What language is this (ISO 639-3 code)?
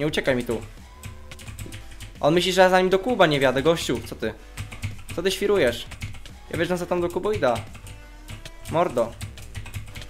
pol